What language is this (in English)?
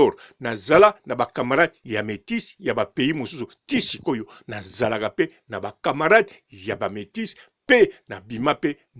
Lingala